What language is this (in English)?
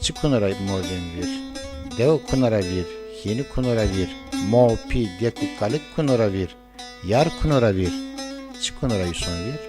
Zaza